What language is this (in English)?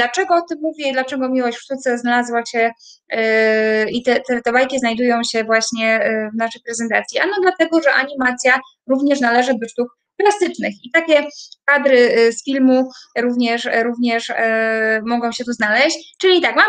Polish